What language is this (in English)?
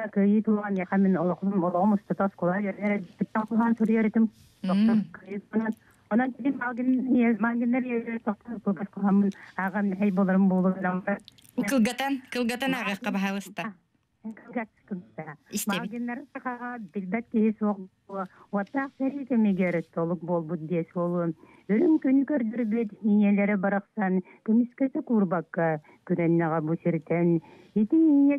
Yakut